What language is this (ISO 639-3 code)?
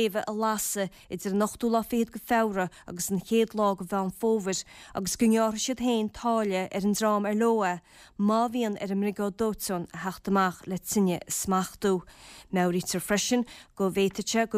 gle